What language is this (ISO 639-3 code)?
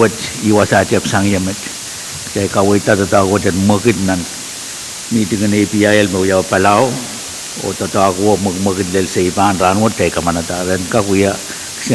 pon